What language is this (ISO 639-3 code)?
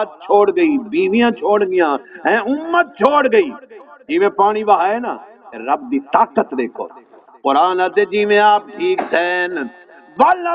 skr